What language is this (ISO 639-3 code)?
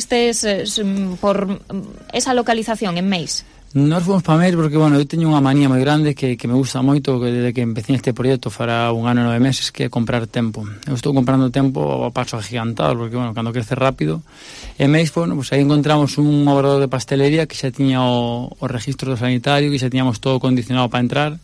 glg